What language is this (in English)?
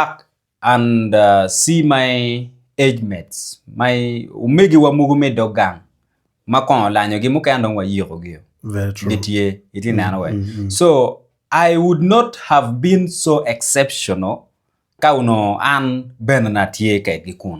Acoli